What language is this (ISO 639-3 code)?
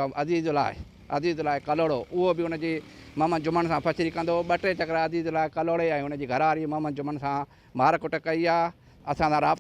snd